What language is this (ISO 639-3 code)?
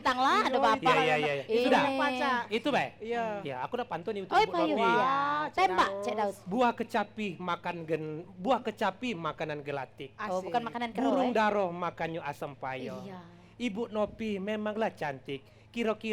mui